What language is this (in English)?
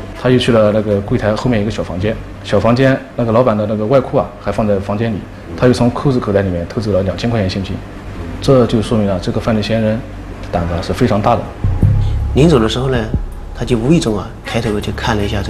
Chinese